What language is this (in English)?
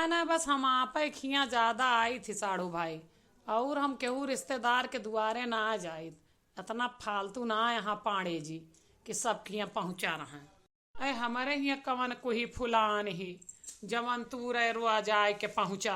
Awadhi